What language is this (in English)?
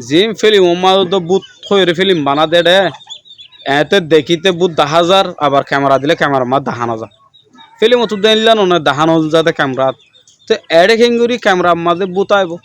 Rohingya